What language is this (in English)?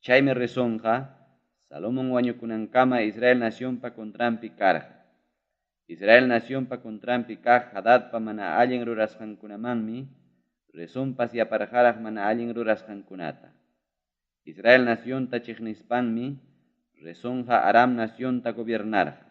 Ayacucho Quechua